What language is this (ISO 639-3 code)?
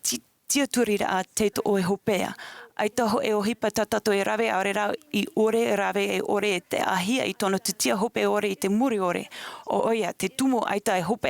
tah